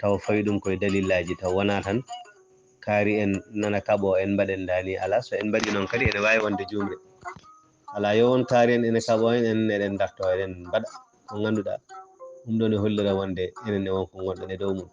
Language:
Fula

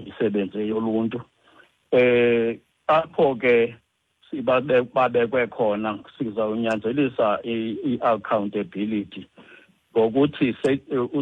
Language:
Xhosa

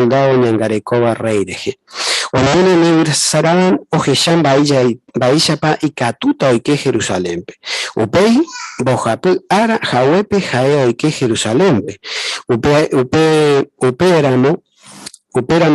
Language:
Guarani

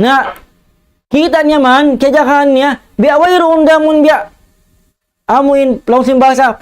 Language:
Tausug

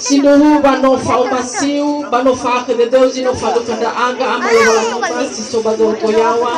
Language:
Nias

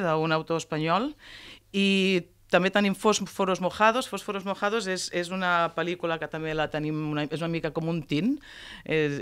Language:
Catalan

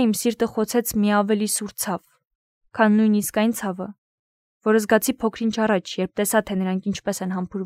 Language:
Armenian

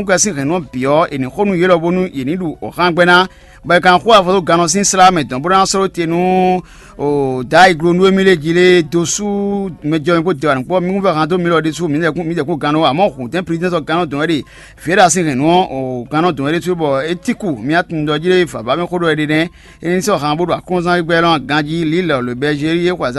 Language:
Fon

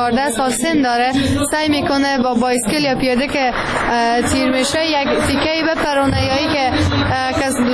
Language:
Persian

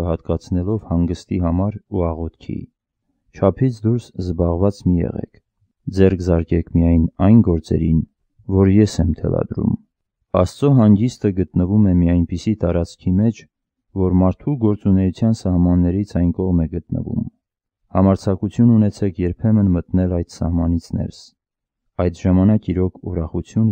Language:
Armenian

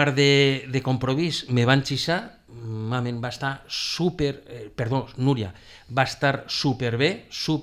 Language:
Catalan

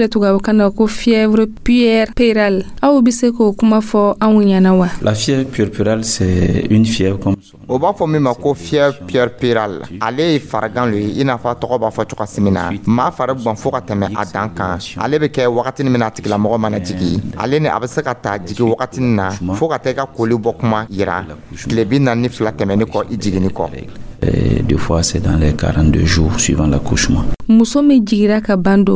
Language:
Dyula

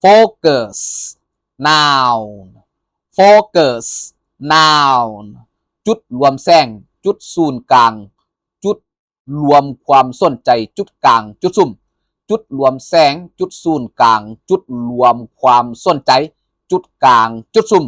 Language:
Lao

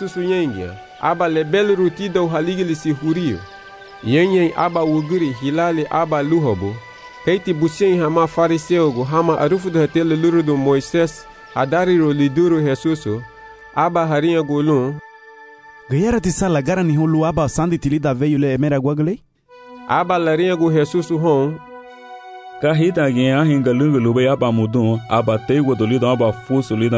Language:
Garifuna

